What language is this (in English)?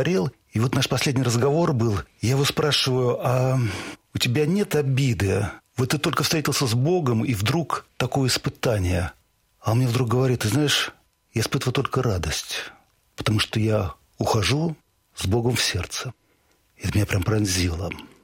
Russian